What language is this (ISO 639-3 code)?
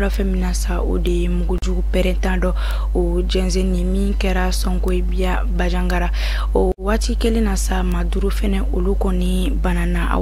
bam